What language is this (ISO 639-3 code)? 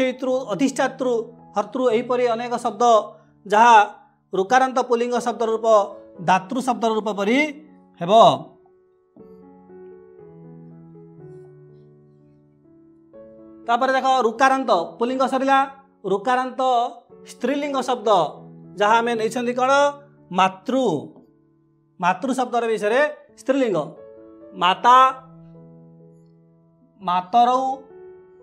ori